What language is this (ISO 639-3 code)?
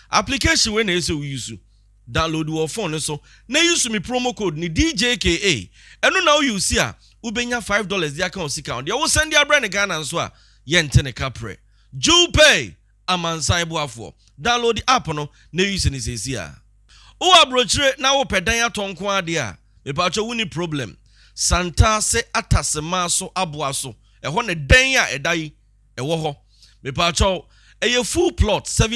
aka